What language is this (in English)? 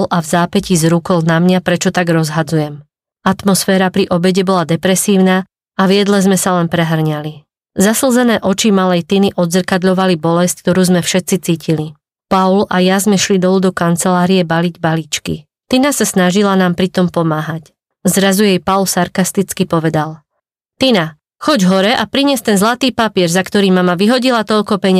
Slovak